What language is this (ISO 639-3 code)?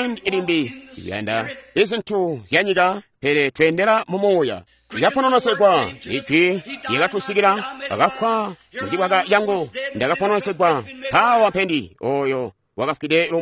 toi